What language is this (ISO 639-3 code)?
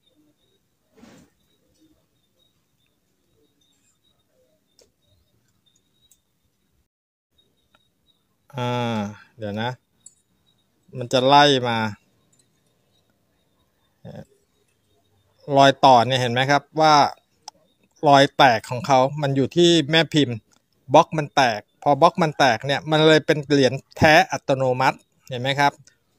tha